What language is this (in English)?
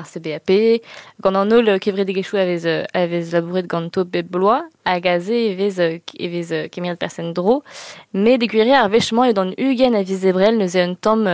Breton